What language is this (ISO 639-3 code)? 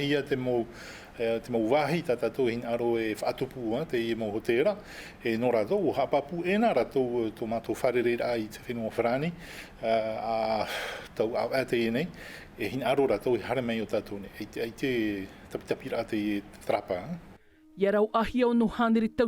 tah